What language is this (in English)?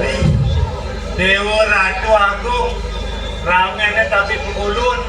Balinese